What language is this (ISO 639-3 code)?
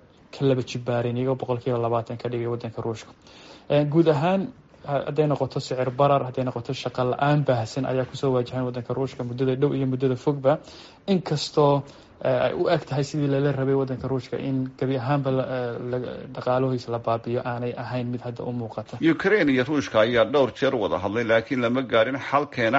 som